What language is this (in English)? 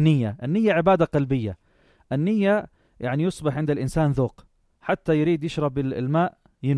North Levantine Arabic